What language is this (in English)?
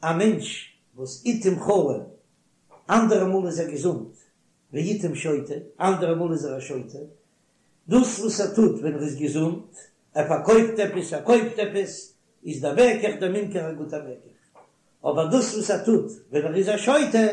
Yiddish